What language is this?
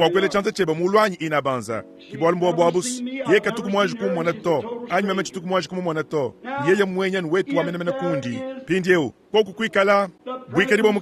Luba-Lulua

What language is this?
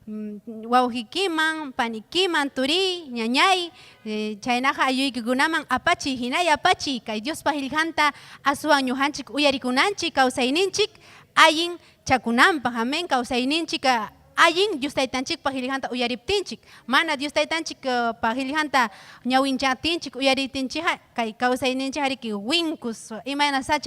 Ayacucho Quechua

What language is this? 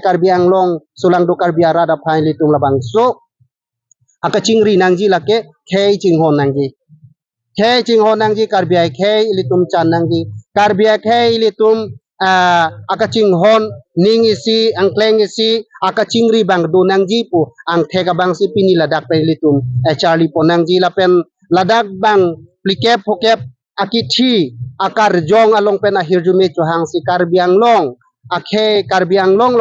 Karbi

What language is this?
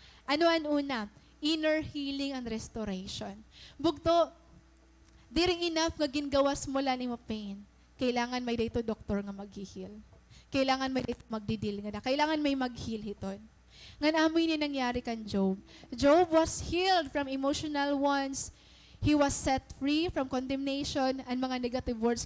Waray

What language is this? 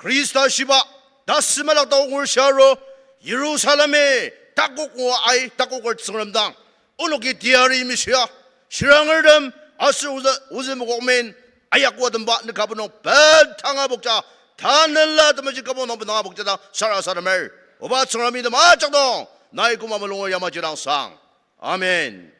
Ao Naga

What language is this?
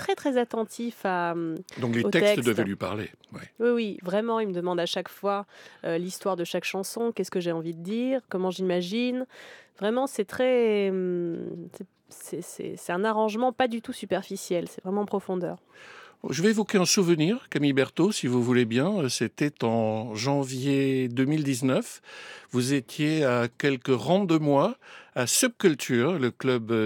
French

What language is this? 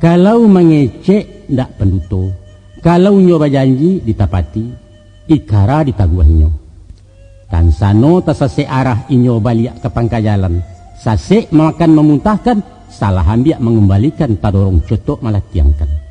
Minangkabau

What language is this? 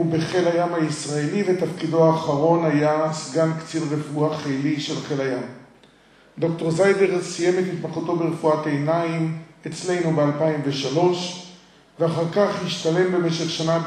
Hebrew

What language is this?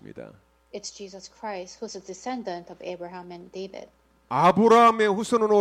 Korean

